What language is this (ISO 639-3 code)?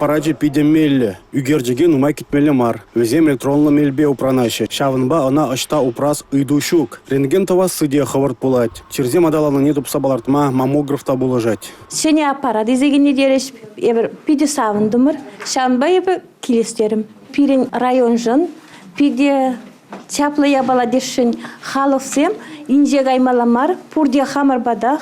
chv